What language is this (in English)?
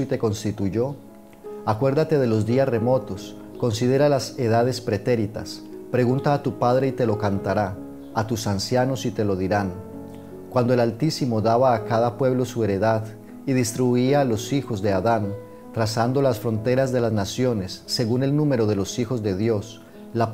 Spanish